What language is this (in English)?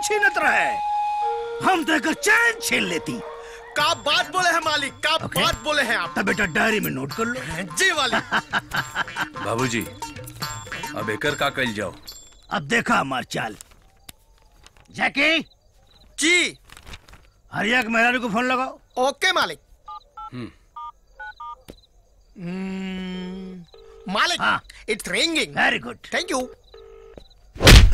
Bhojpuri